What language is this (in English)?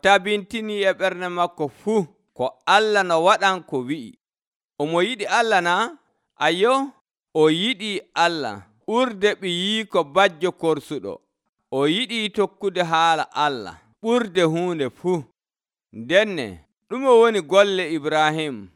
Nigerian Fulfulde